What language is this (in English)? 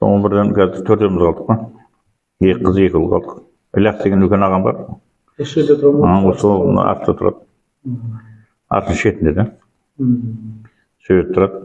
Kazakh